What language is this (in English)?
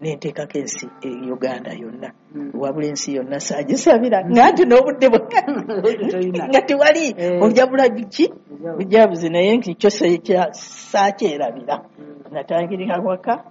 Ganda